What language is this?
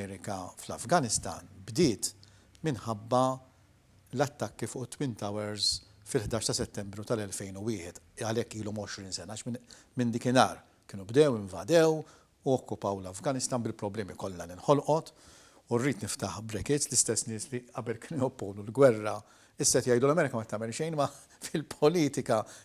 Maltese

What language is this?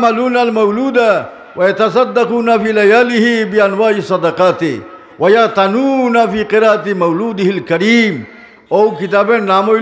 Sylheti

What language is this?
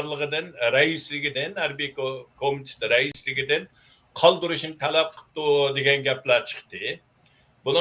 Uyghur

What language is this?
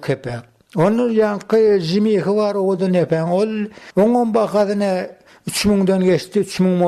Turkmen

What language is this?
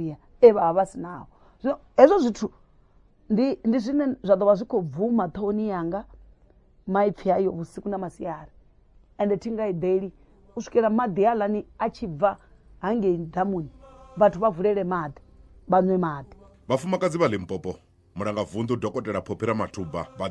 Venda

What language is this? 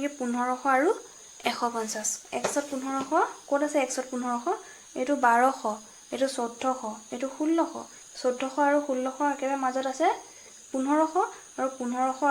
Assamese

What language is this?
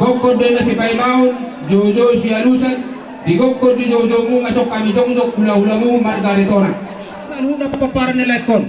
Batak Toba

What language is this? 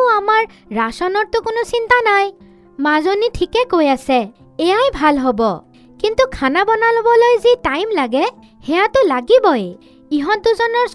Assamese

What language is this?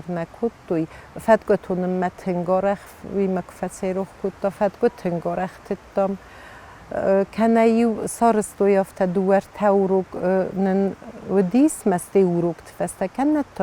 Ossetic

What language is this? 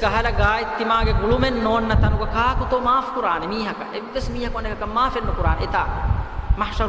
Divehi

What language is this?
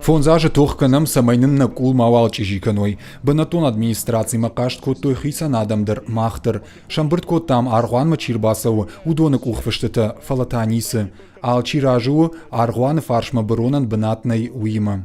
Ossetic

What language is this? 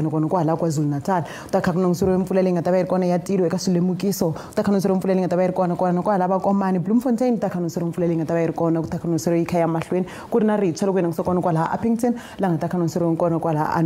Tsonga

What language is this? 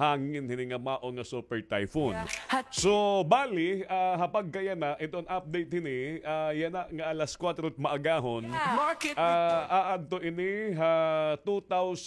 Waray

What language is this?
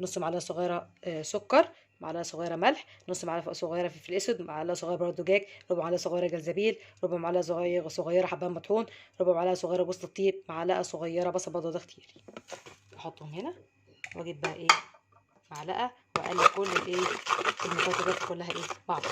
Egyptian Arabic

